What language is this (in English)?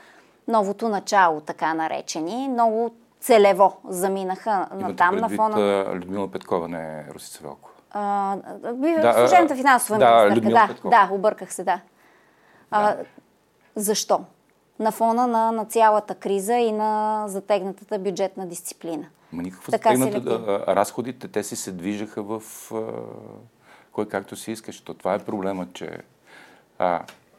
Bulgarian